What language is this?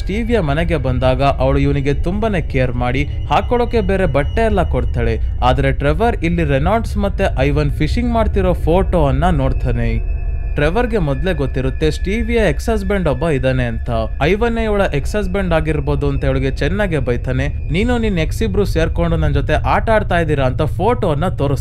Kannada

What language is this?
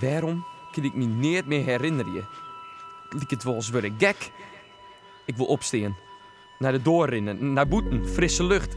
Western Frisian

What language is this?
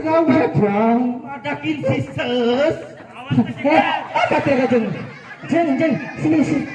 Musi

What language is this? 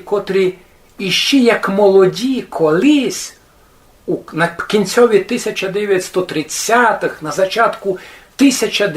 Rusyn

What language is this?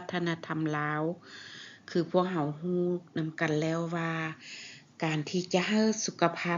Lao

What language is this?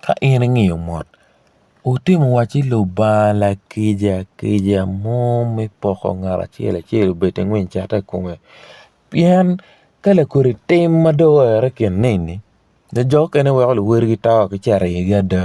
Acoli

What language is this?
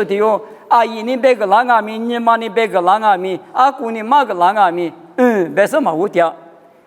Lisu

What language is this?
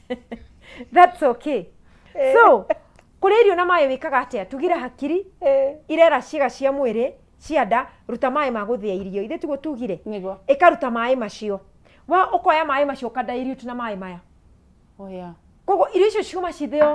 Kikuyu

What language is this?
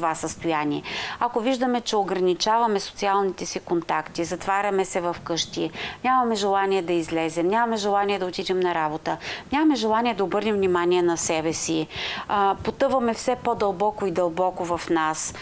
Bulgarian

